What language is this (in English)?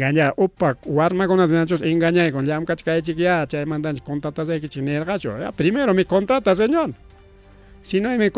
Ayacucho Quechua